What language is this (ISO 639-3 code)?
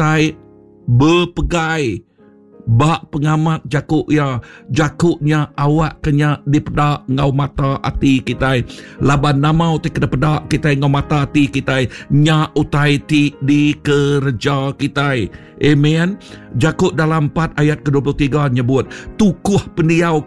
iba